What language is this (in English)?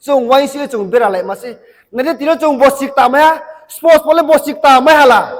Riang (India)